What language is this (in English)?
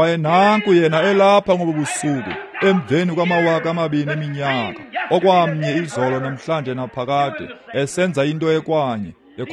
Xhosa